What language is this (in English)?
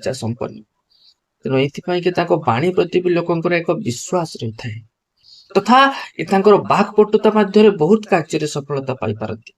Odia